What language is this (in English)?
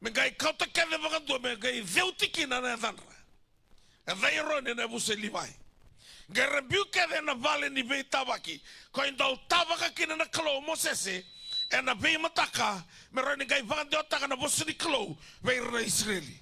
Fijian